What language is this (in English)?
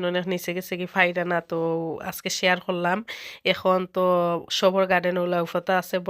Sylheti